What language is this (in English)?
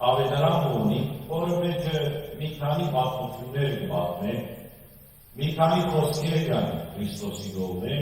Western Armenian